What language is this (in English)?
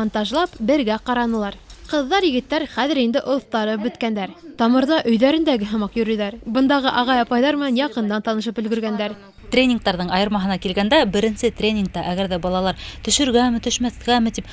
Bashkir